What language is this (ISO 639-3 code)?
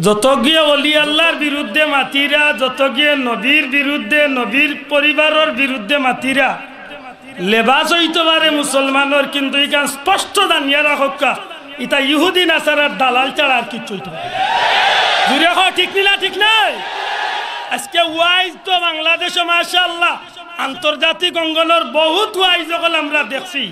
syl